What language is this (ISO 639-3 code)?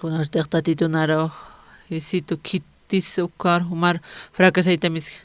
aym